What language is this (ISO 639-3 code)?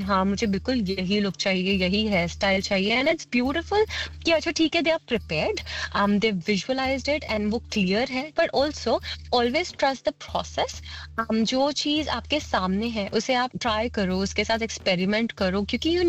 hin